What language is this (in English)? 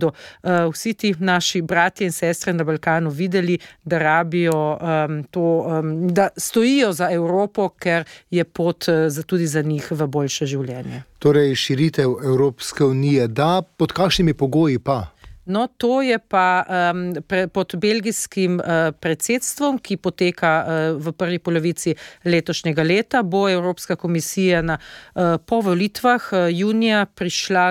Slovenian